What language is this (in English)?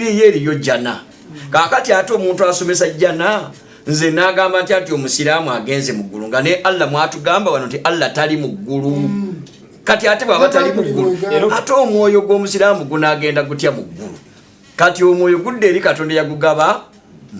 Ganda